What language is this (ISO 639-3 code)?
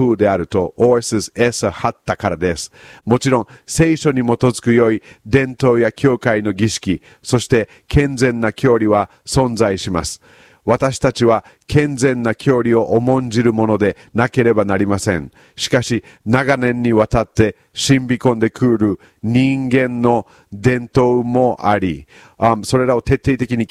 jpn